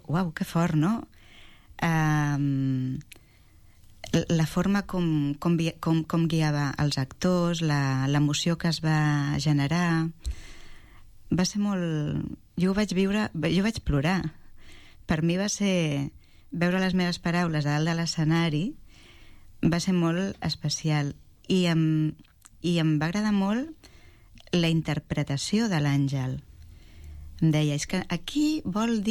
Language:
Catalan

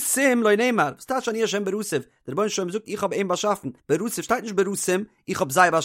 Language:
Yiddish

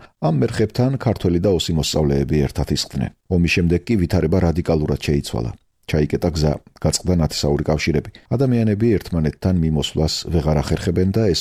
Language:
Georgian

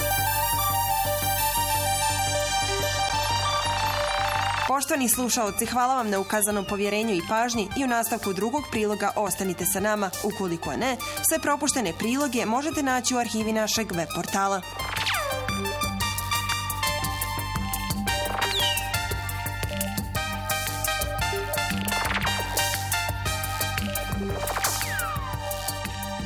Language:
Bosnian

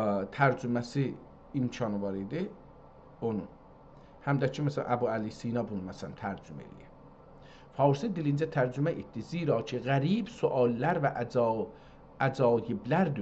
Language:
South Azerbaijani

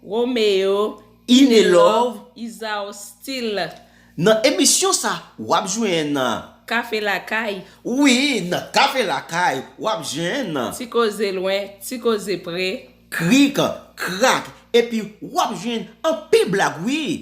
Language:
Haitian Creole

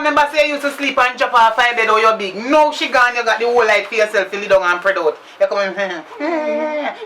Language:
Jamaican Creole English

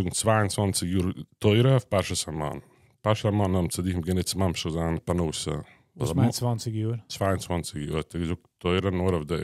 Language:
Yiddish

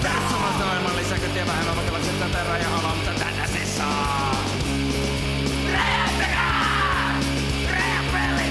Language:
Finnish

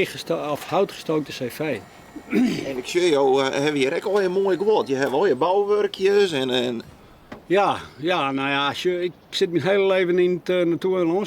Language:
Western Frisian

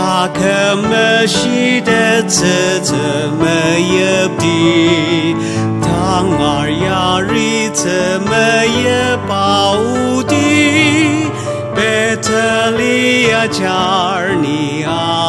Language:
Ao Naga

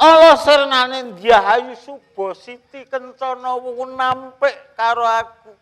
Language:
Javanese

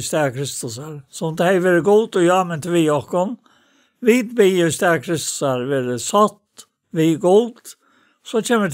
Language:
Faroese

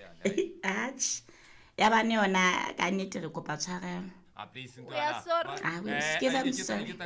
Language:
Southern Sotho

